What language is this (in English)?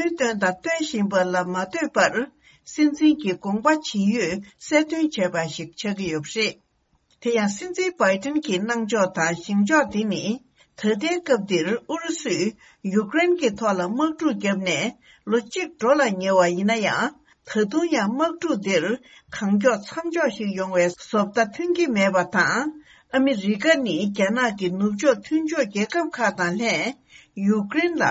Tibetan